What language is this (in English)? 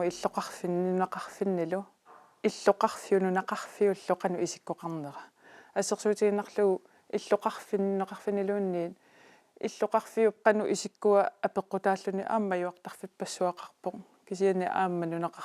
Kalaallisut